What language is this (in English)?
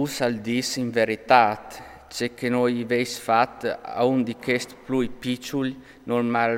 Friulian